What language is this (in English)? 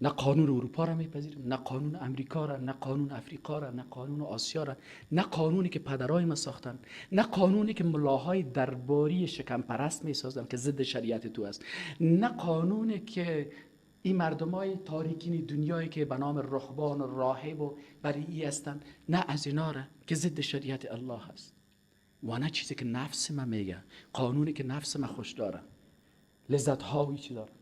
Persian